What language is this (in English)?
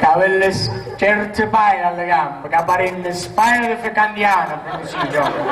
Sicilian